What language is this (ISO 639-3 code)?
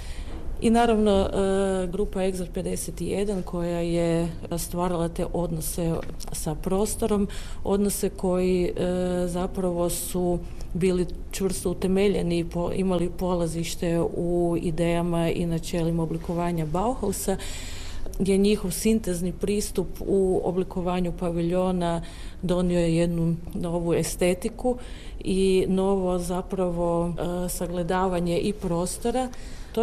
hrv